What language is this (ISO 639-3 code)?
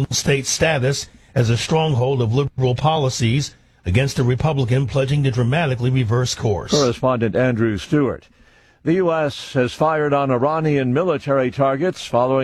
eng